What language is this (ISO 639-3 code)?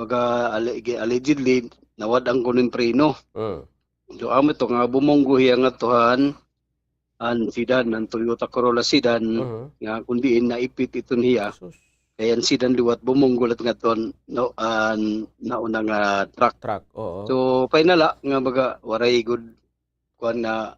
war